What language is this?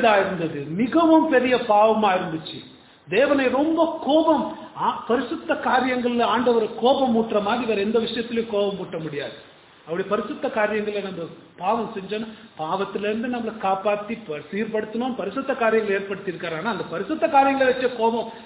Tamil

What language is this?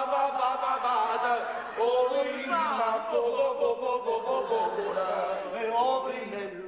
Neapolitan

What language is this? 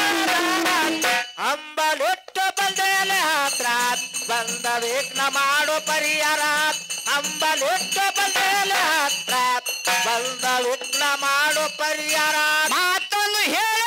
Kannada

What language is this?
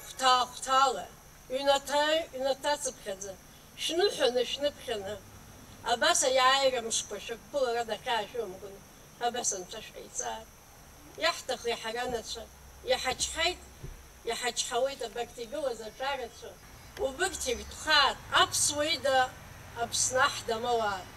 Abkhazian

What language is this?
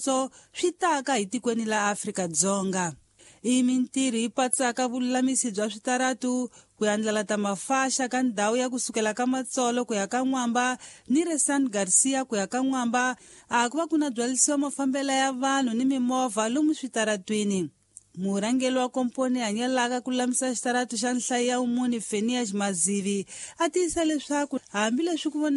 Tsonga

